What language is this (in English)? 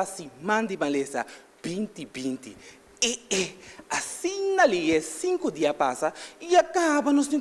Papiamento